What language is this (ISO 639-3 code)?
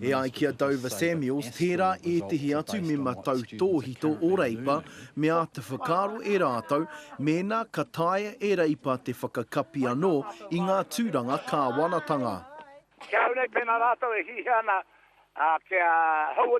mri